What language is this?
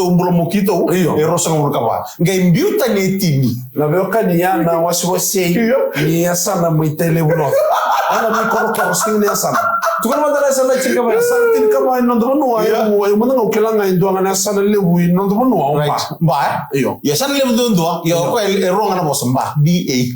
Fijian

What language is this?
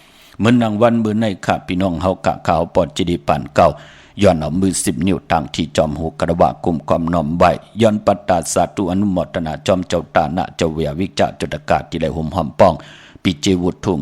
Shan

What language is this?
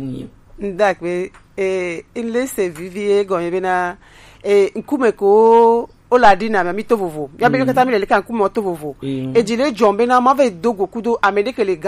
Gen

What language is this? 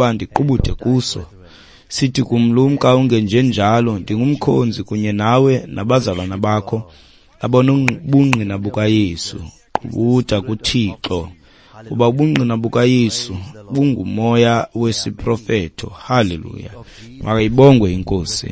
Xhosa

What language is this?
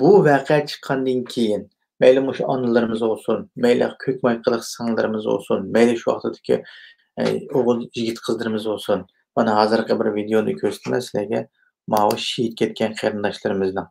Uyghur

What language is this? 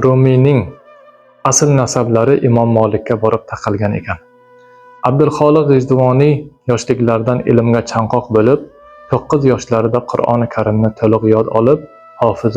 Uzbek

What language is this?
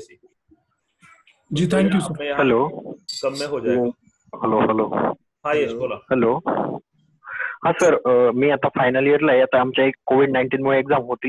Marathi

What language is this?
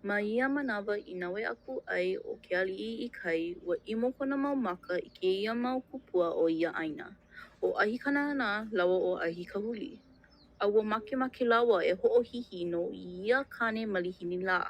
Hawaiian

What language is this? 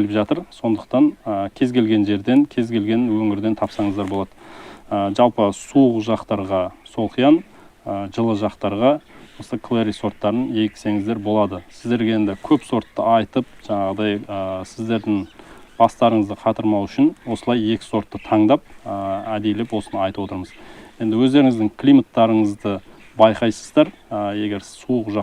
Kazakh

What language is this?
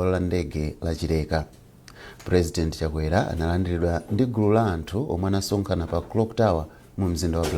Nyanja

